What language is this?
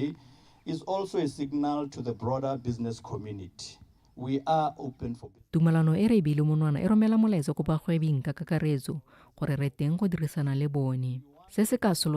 Tswana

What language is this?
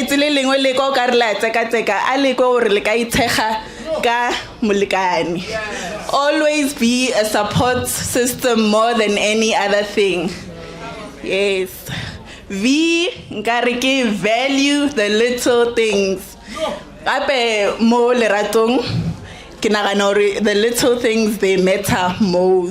Northern Sotho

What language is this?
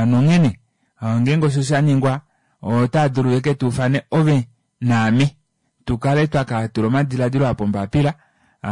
Kuanyama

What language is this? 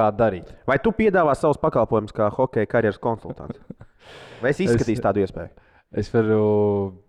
Latvian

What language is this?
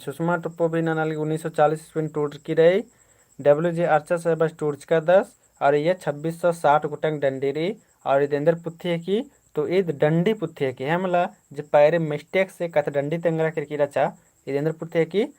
Kurukh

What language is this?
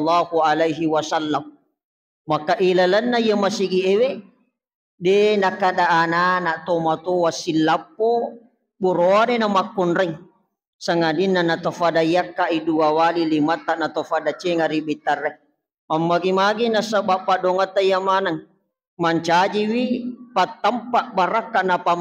Buginese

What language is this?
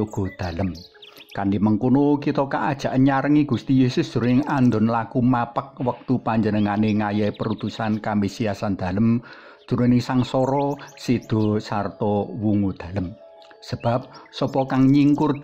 Javanese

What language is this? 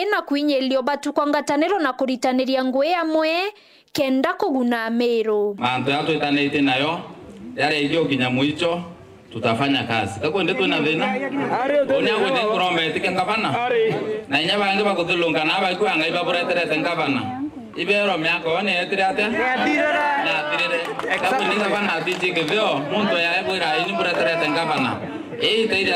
Meru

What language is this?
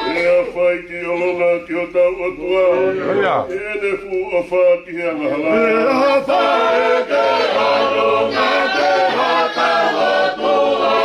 Tongan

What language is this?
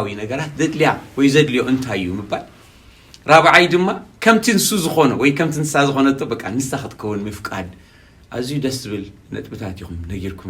Tigrinya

